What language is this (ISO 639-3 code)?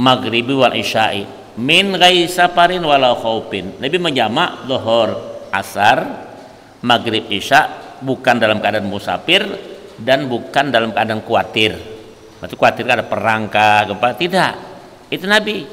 bjn